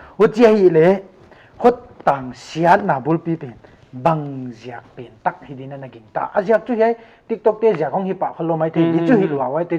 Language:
Paite Chin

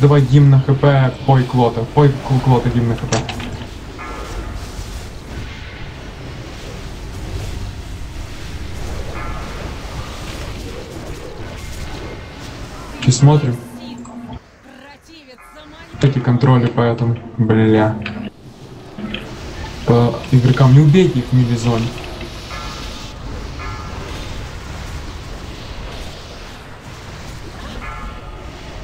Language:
Russian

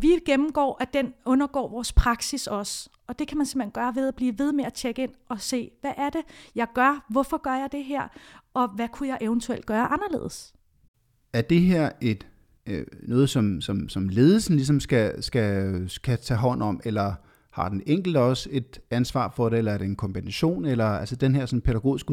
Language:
Danish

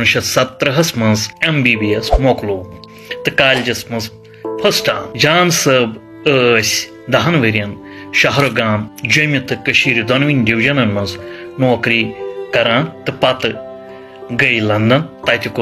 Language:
Kashmiri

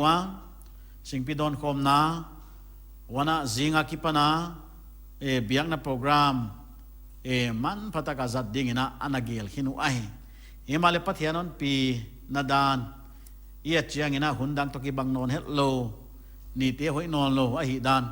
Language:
Paite Chin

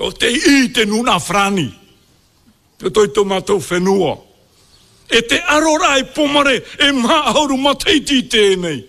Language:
Māori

